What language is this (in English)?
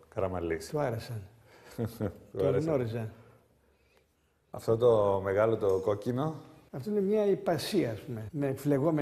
Greek